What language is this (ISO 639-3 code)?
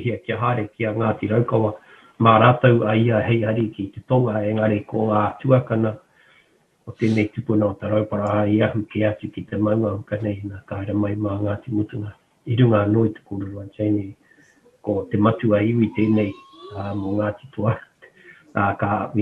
mri